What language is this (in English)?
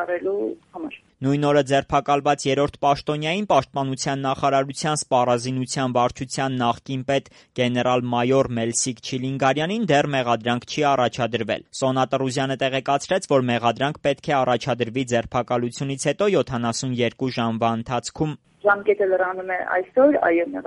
Armenian